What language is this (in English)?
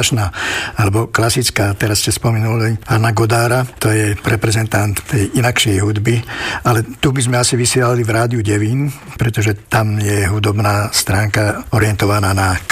Slovak